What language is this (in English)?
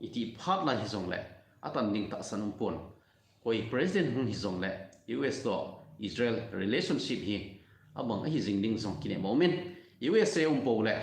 Thado Chin